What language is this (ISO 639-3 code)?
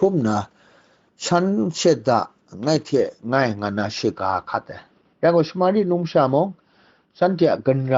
kac